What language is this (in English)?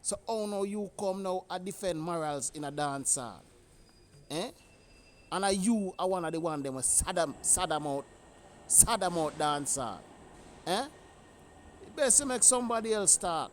Jamaican Creole English